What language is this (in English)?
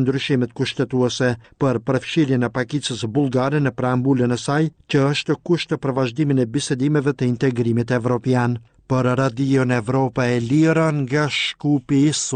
Albanian